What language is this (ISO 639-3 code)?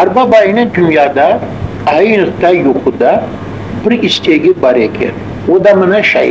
crh